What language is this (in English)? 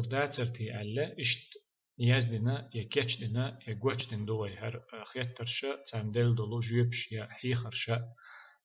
Chechen